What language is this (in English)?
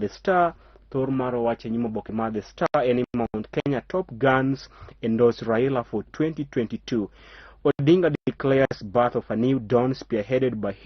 Luo (Kenya and Tanzania)